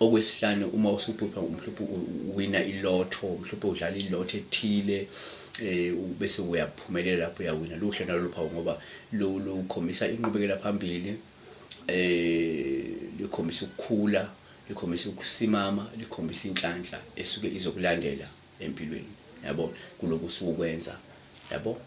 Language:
Zulu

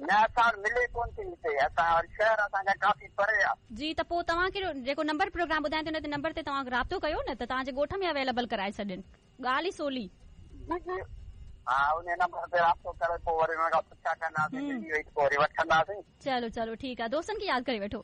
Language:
Sindhi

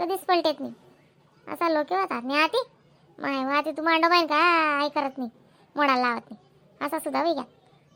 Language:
Khandesi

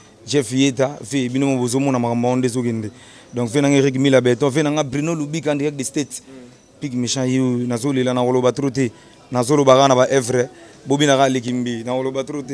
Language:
Lingala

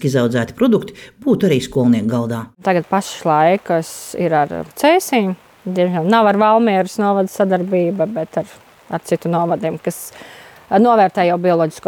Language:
Latvian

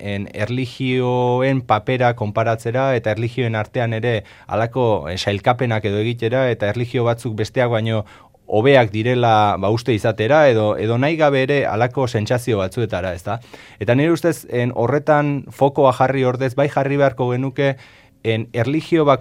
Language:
Basque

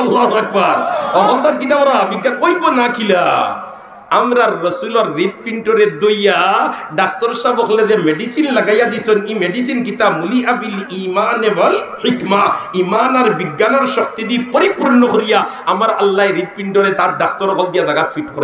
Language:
Sylheti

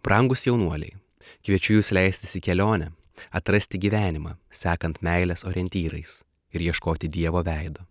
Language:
Lithuanian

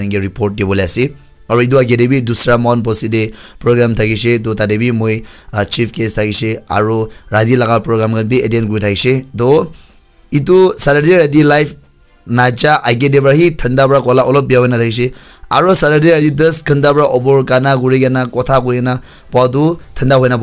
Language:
Naga Pidgin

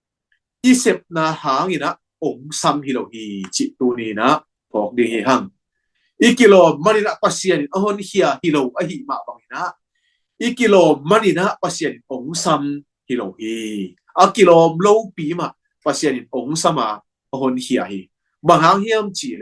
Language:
Tedim Chin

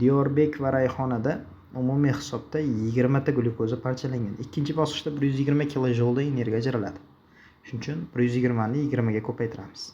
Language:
Uzbek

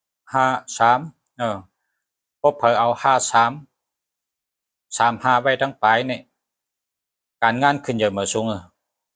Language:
Shan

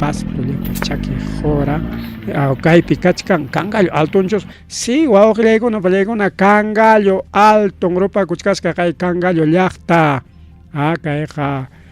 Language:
Ayacucho Quechua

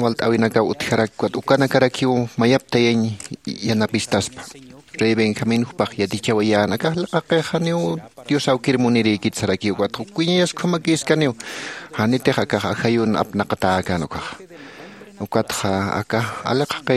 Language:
Aymara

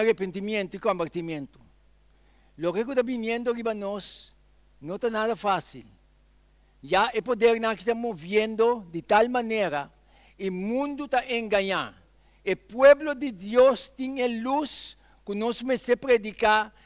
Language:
Papiamento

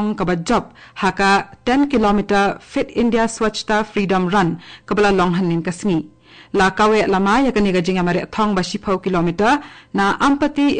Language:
Khasi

